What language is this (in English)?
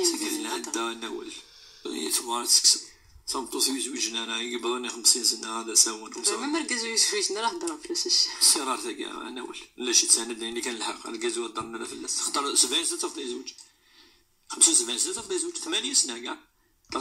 Moroccan Arabic